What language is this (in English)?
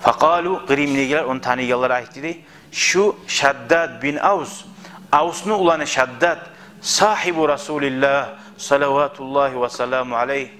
Kumyk